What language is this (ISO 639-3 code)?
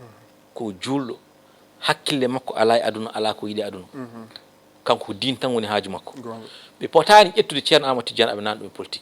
ful